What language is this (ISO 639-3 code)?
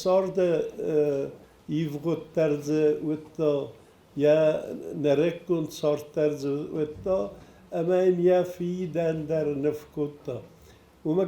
oss